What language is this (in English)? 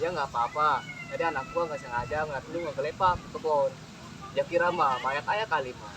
Betawi